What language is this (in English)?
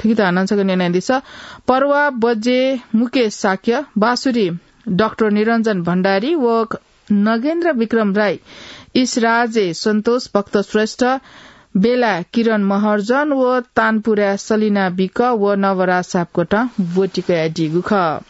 Newari